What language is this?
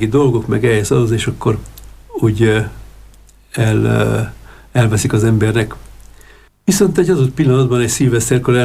Hungarian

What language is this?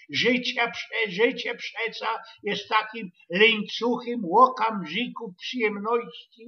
Silesian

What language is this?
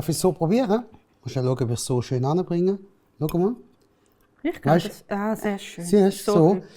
Swiss German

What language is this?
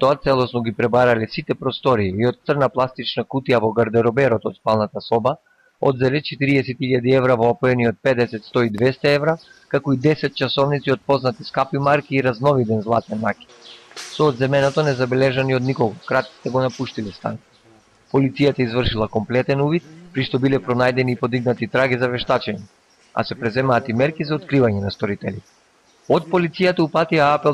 Macedonian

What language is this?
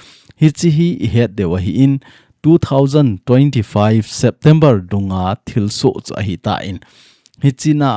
Thado Chin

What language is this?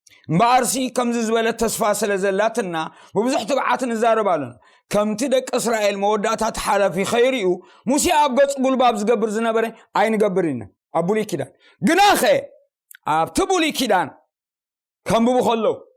Tigrinya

